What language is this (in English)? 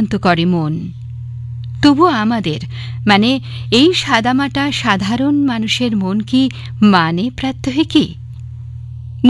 Bangla